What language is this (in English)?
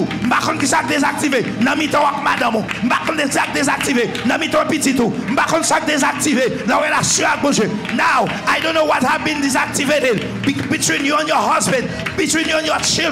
Haitian Creole